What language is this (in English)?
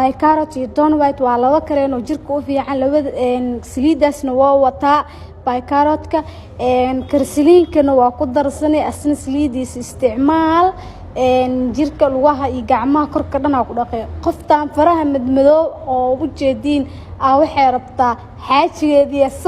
Somali